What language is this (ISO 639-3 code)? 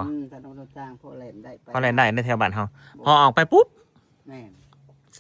tts